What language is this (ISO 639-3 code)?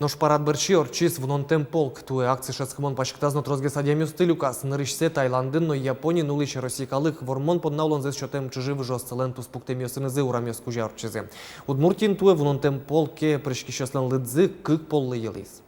udm